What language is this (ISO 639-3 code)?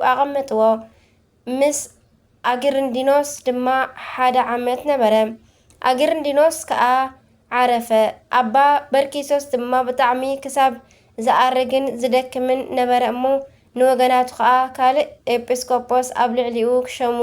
tir